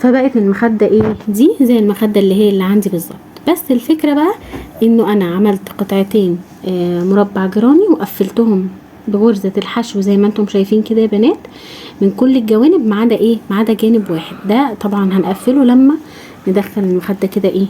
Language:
Egyptian Arabic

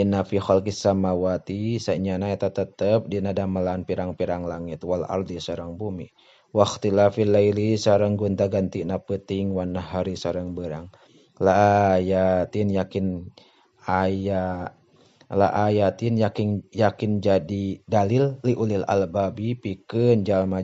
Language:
Sundanese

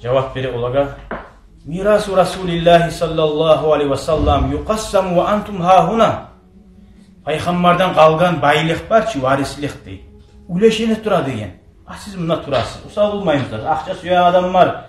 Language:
Kumyk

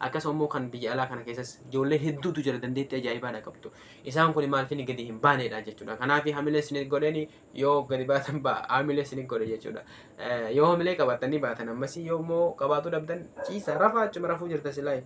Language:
Oromo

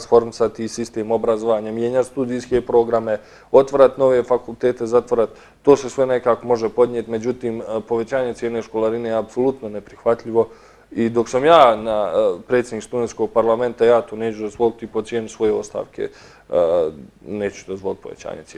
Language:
Bosnian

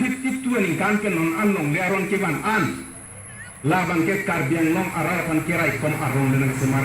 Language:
Karbi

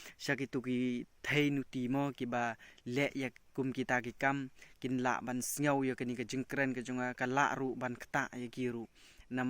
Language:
Khasi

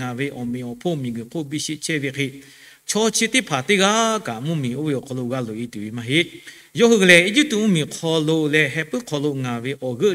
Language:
Lahu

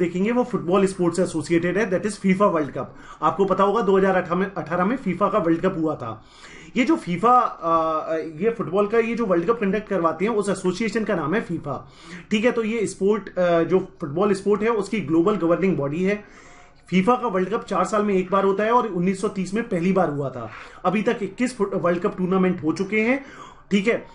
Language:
Hindi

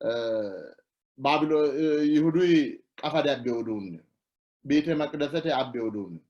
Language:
Sidamo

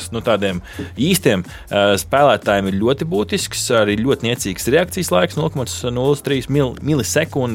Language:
Latvian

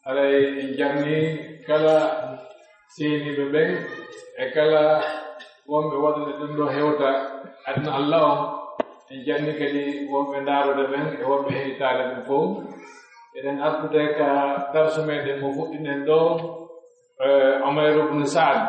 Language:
Pular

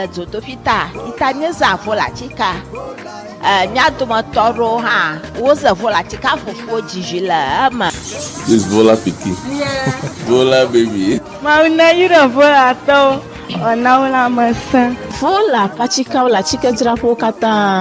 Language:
Ewe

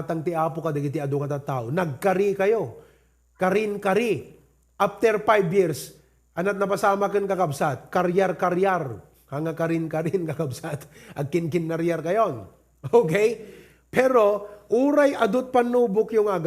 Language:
Iloko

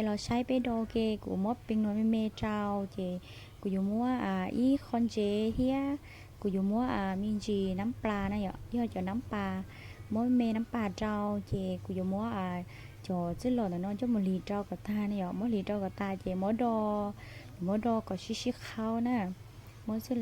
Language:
Hmong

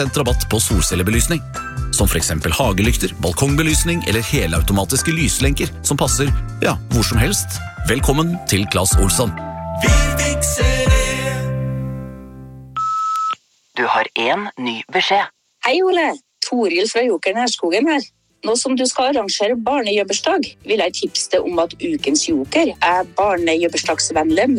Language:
Norwegian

